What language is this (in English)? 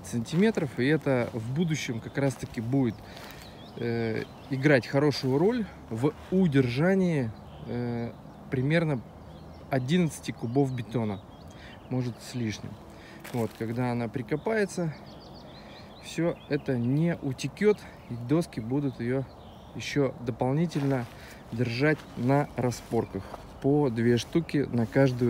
Russian